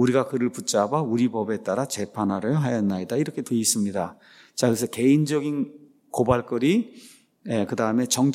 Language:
Korean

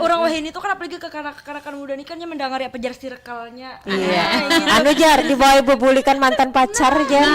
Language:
Banjar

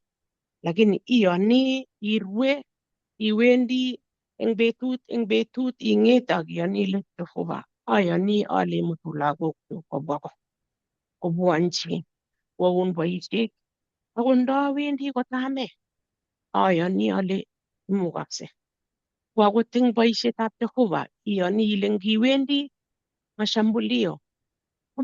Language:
Kalenjin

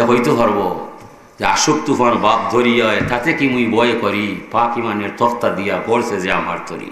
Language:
Sylheti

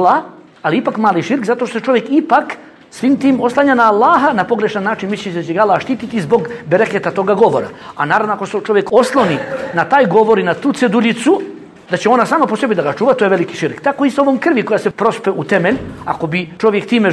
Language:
Bosnian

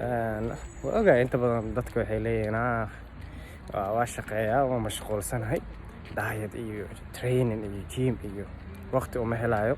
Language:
Somali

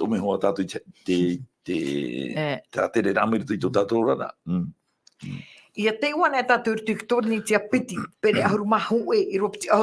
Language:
Tahitian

